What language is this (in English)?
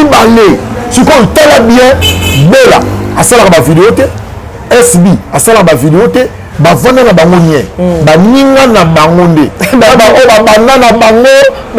Lingala